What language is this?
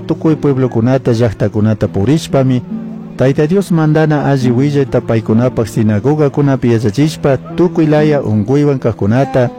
Chimborazo Highland Quichua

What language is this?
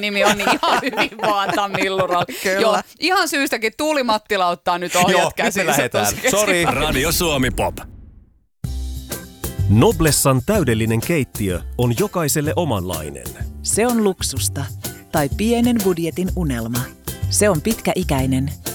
Finnish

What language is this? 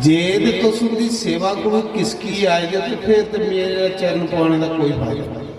Dogri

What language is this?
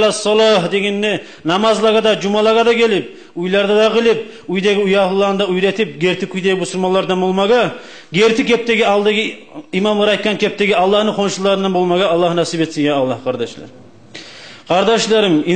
Kumyk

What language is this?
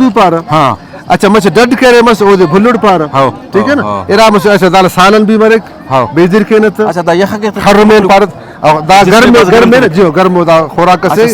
Brahui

